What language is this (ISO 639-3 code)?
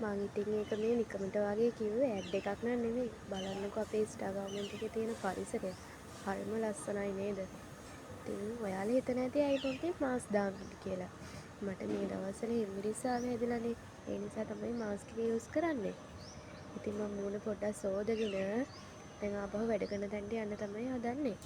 sin